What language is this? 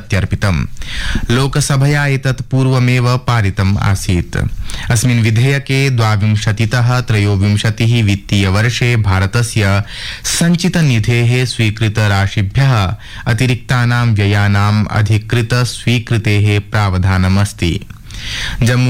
Sanskrit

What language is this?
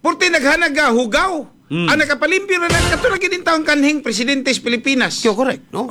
Cebuano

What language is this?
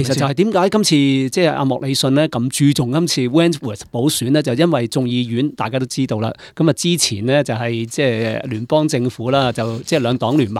Cantonese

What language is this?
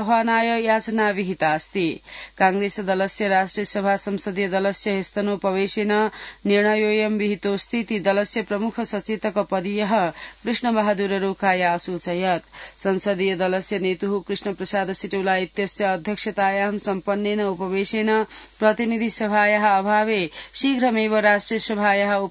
Sanskrit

